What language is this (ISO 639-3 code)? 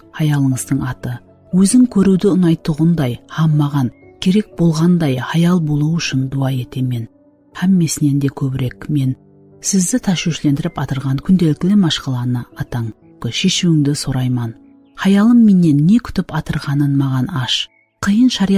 kaa